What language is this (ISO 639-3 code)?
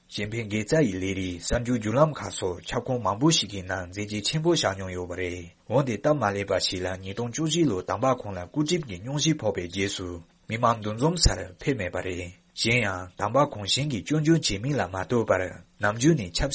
bod